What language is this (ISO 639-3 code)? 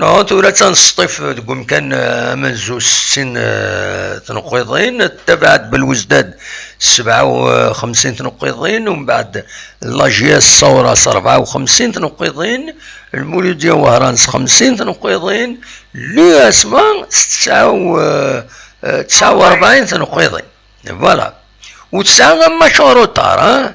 kab